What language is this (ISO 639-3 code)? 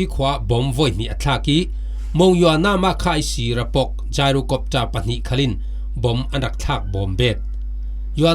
cfm